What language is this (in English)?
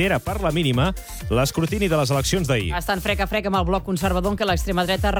Catalan